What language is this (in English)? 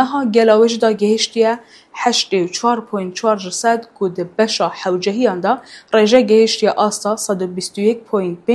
Kurdish